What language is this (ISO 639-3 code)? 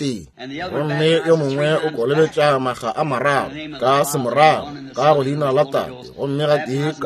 nso